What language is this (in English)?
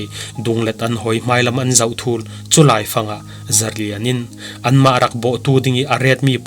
Falam Chin